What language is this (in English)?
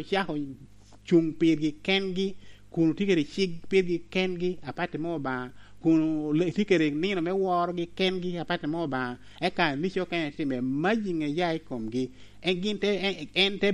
Lango (Uganda)